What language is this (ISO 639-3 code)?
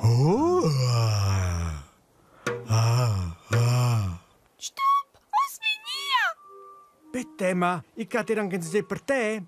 roh